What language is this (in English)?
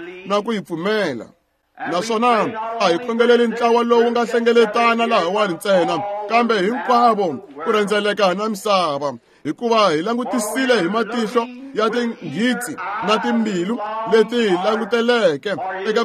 Tsonga